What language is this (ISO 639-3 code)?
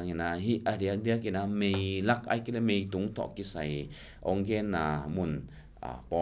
ctd